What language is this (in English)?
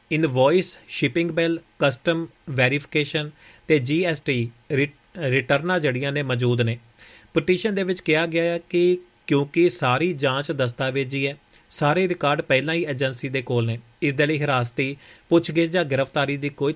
Punjabi